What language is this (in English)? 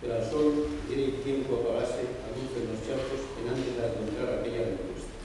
Asturian